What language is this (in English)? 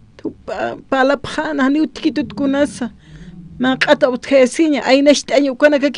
Aymara